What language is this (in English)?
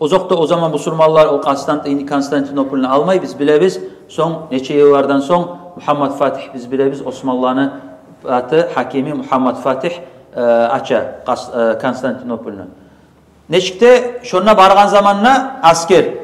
Kumyk